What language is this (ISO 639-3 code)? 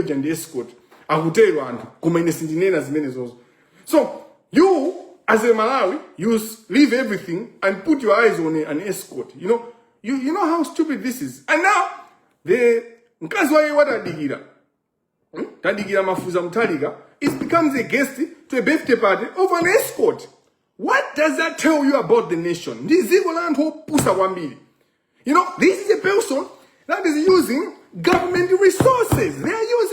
nya